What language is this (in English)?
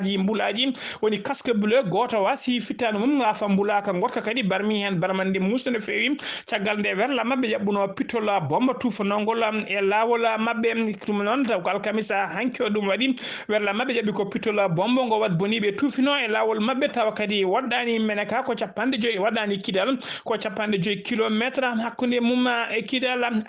Fula